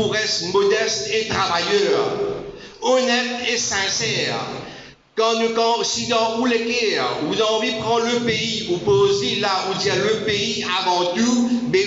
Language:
Morisyen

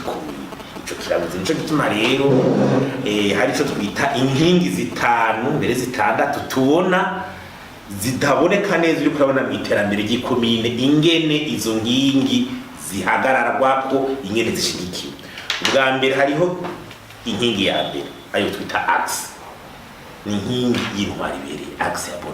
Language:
Rundi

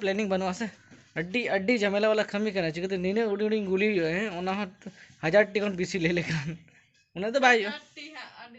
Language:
Santali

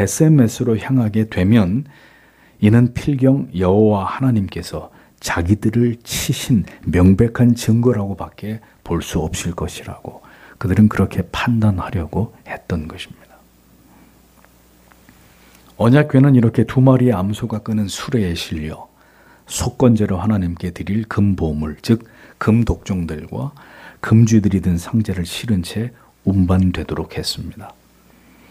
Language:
Korean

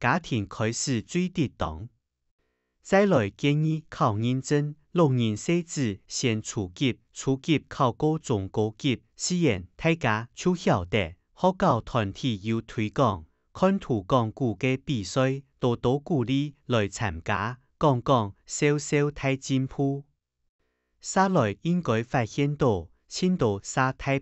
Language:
Hakka Chinese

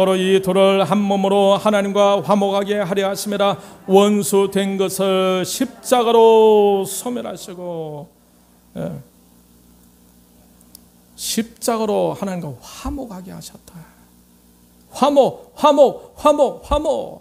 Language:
Korean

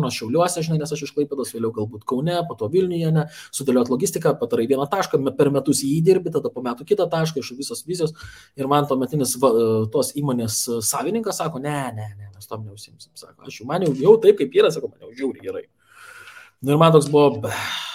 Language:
Lithuanian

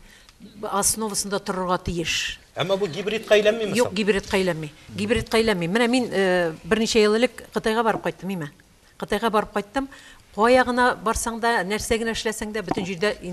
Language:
Tatar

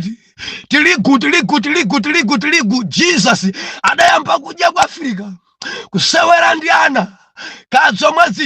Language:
Nyanja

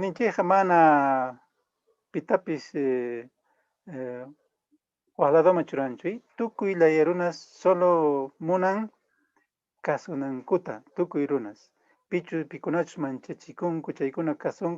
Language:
Quechua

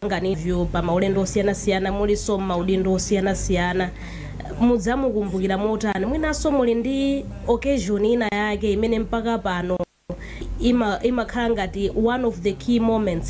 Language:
Nyanja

